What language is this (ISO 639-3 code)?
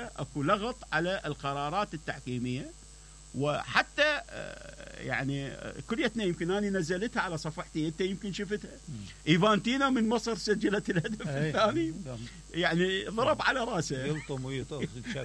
acm